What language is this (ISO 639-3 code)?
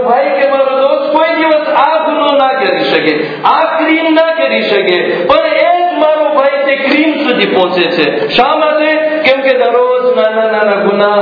guj